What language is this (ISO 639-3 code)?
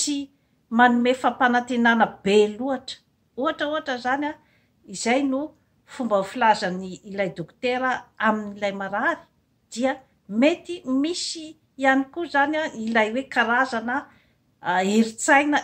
mlg